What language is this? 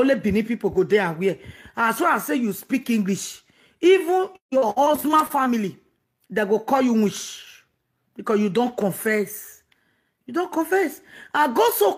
Nigerian Pidgin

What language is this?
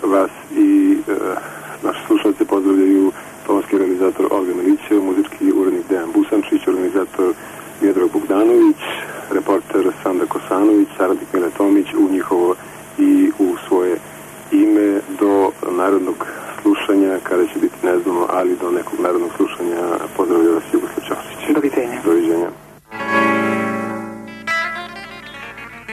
Serbian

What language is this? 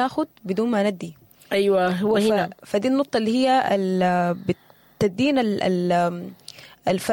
Sudanese Arabic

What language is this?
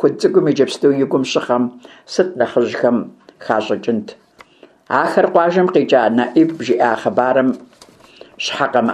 Kabardian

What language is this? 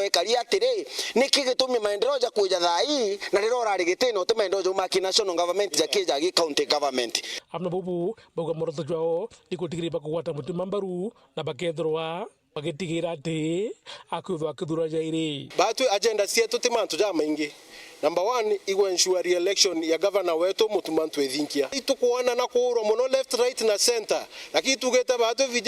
Meru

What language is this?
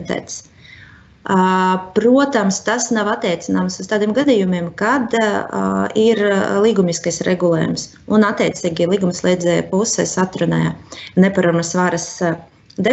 Latvian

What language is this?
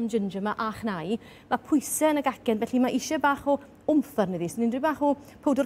Welsh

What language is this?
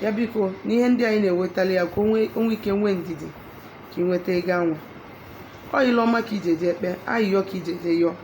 Igbo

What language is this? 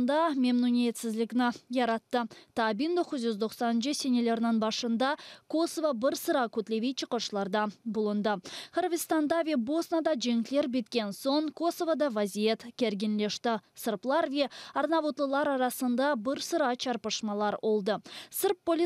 Crimean Tatar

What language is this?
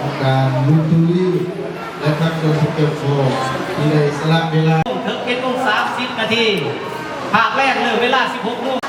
Lao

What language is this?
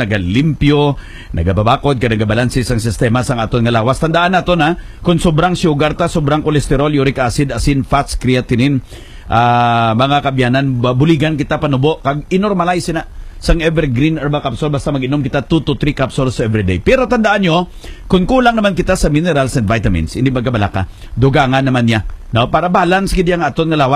Hiligaynon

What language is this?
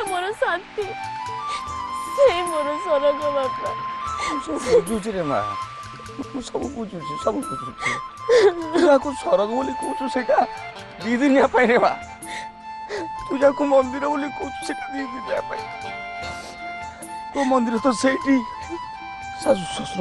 Odia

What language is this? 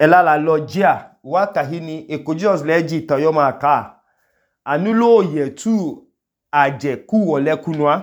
Idoma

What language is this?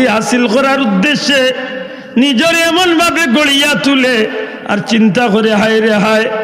Sylheti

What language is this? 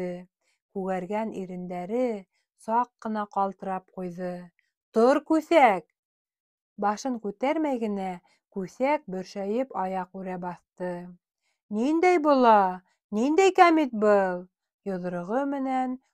Bashkir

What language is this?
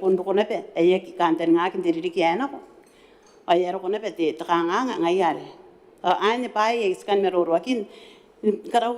Gilbertese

